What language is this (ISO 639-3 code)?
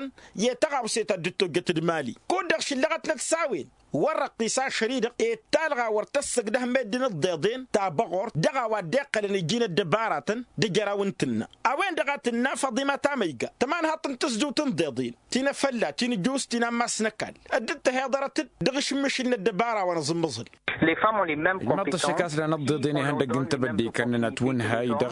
taq